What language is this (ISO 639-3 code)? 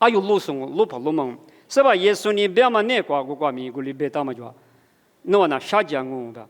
lis